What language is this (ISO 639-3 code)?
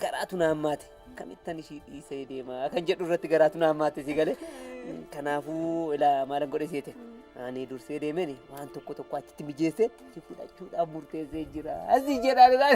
orm